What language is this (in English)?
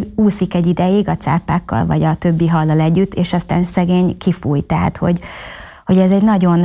Hungarian